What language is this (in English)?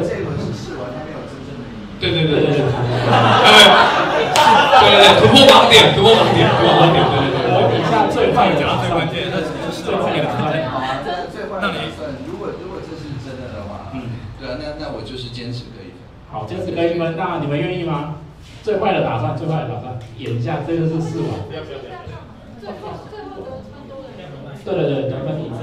Chinese